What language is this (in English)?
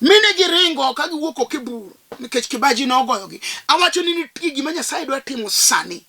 Luo (Kenya and Tanzania)